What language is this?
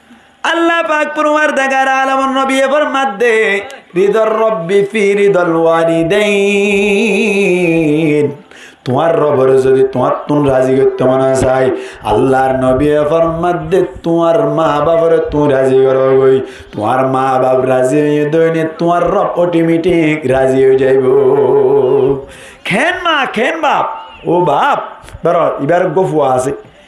Rohingya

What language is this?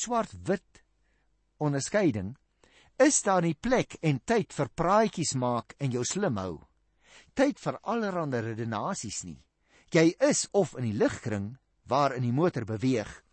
Afrikaans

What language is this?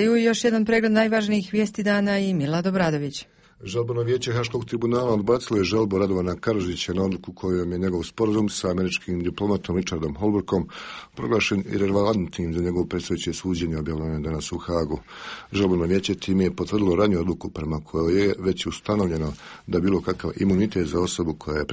Croatian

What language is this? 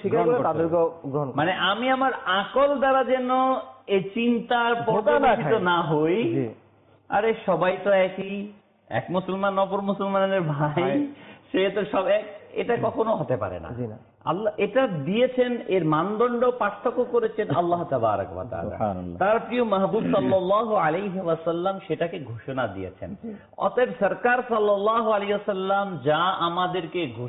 Bangla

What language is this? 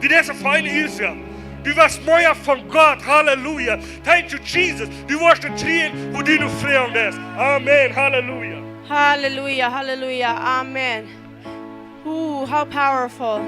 Plautdietsch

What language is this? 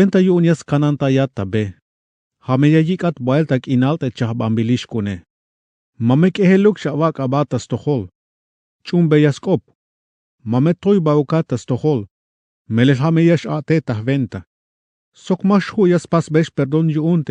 Tzeltal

